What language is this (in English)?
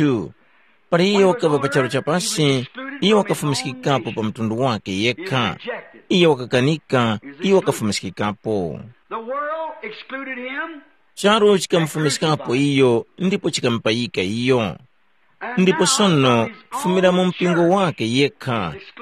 Tumbuka